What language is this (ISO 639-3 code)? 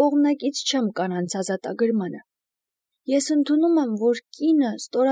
hye